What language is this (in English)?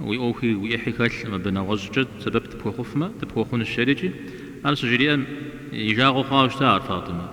Kabardian